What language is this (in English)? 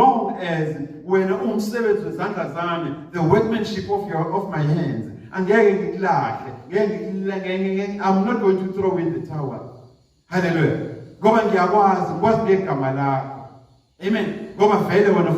Zulu